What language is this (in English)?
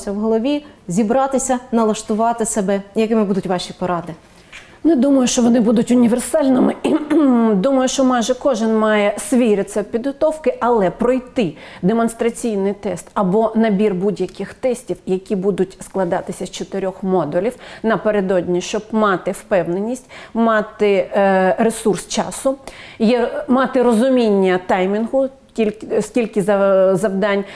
Ukrainian